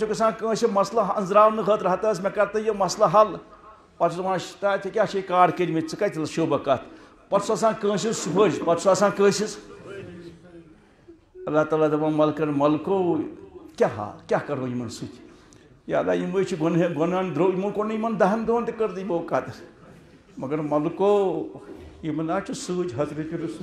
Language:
Kashmiri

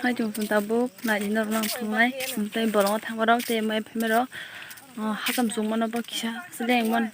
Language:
Kok Borok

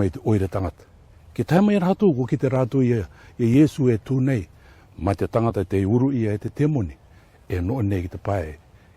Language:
Rarotongan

